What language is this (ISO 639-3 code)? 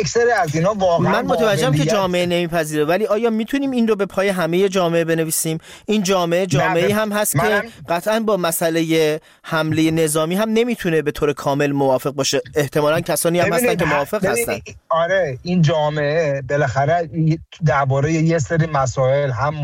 fas